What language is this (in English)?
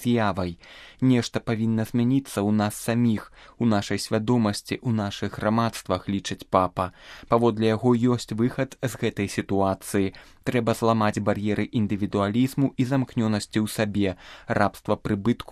Belarusian